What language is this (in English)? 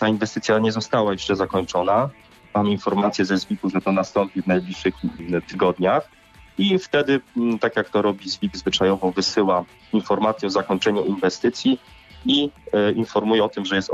Polish